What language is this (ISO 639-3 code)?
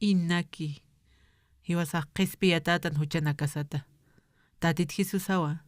aym